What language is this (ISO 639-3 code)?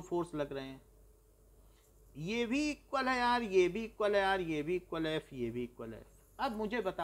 hin